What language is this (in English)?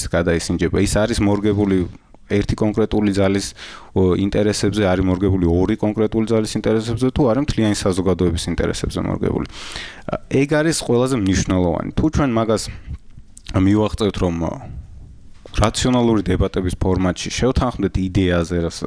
Georgian